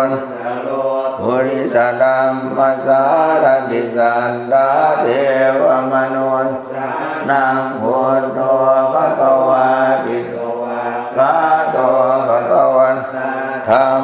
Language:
Pali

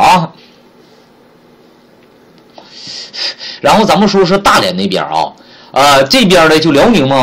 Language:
Chinese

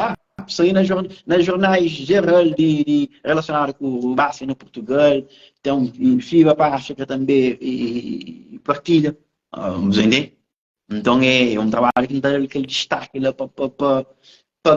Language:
Kabuverdianu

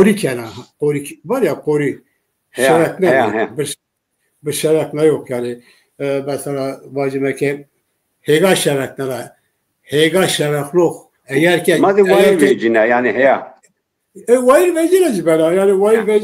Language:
Zaza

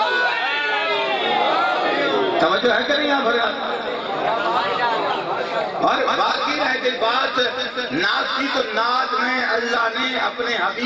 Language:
Urdu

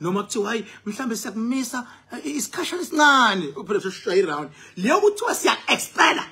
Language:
Zulu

